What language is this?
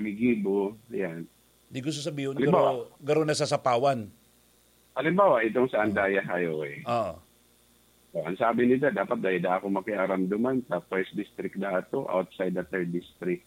Bikol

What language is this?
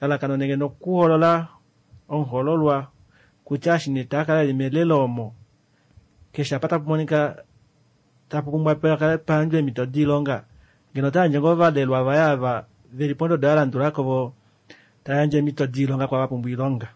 Kuanyama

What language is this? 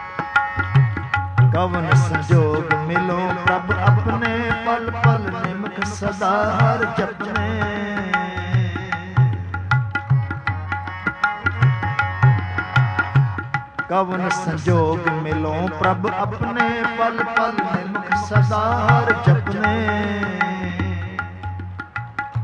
Punjabi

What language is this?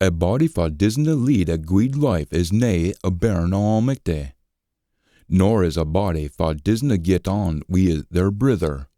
Scots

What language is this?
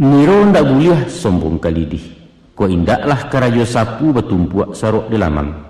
Minangkabau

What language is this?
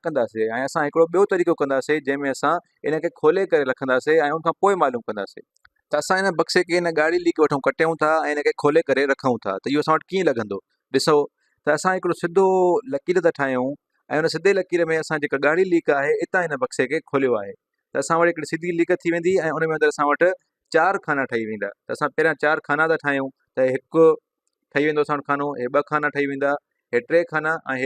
Sindhi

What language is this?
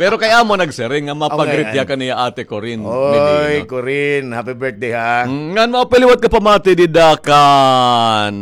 Waray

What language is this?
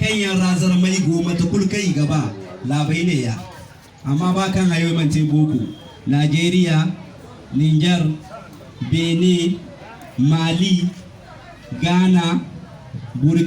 Zarma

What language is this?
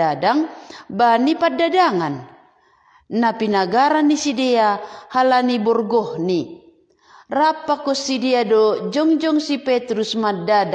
Batak Simalungun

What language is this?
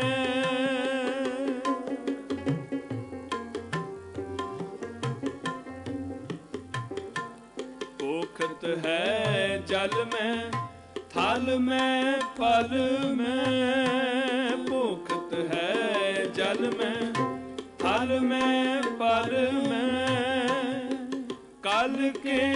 Punjabi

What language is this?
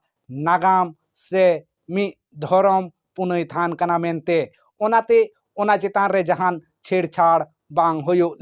Santali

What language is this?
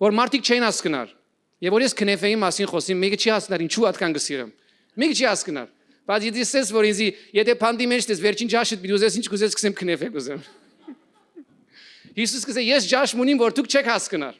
Western Armenian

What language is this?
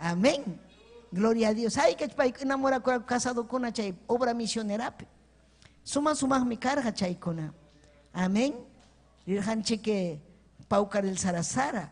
Ayacucho Quechua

